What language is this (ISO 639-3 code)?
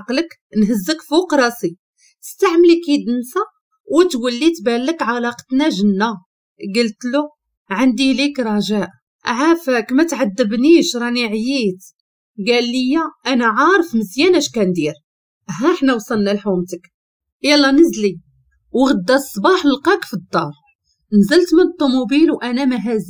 ary